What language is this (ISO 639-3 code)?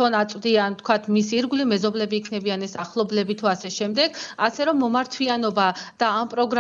kat